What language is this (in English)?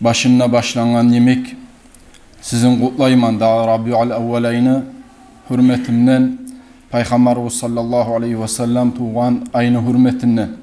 Kumyk